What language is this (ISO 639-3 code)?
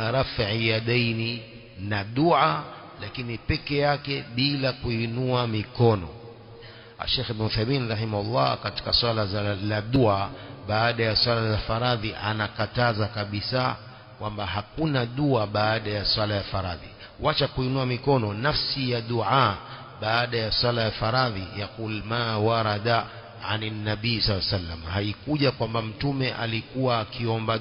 swa